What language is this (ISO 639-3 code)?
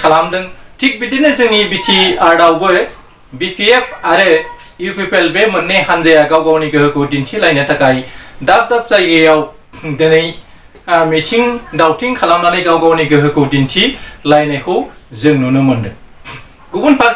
brx